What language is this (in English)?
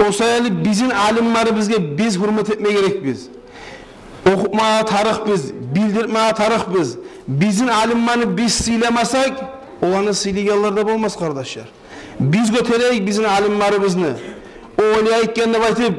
Kumyk